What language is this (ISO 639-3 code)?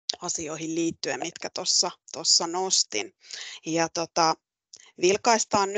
fin